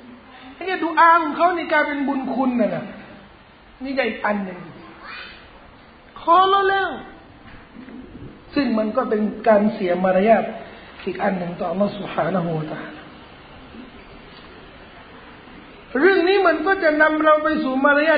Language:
Thai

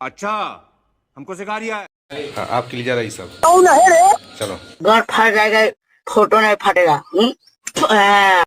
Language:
Chhattisgarhi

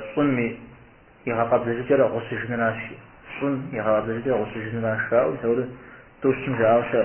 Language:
Kabardian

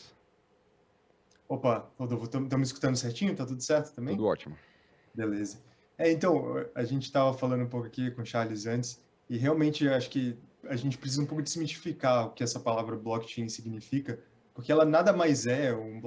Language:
Portuguese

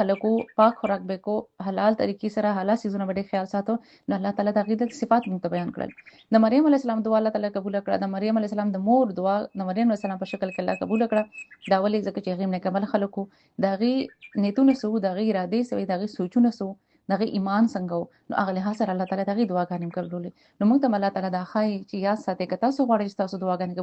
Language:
Pashto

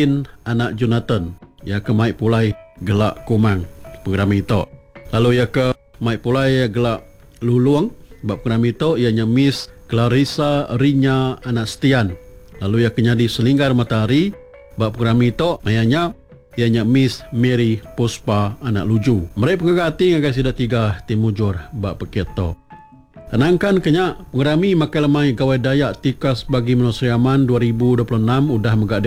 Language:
Iban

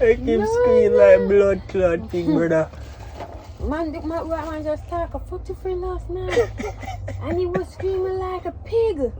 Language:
Jamaican Creole English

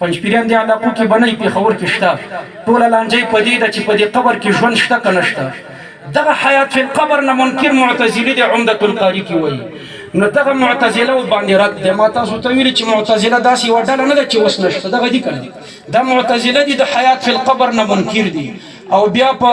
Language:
Pashto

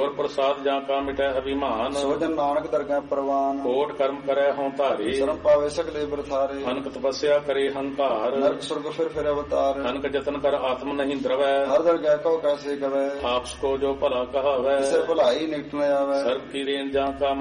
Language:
Punjabi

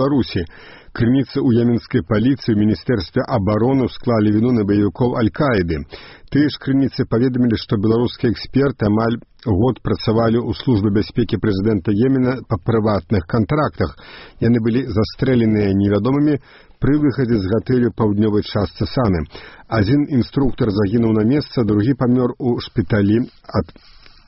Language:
Belarusian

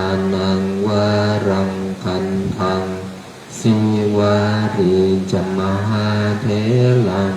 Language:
Pali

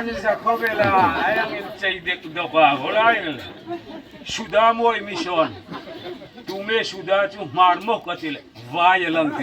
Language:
Hmar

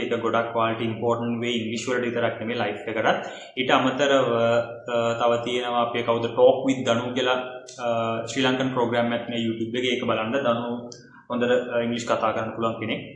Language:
Sinhala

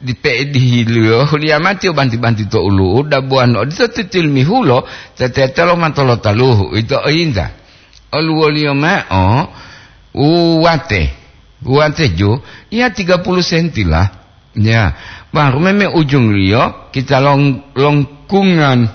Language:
Gorontalo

